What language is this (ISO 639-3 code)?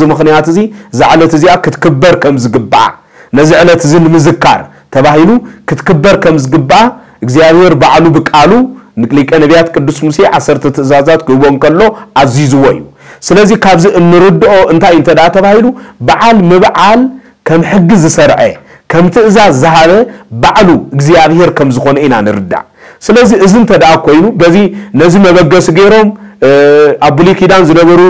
tir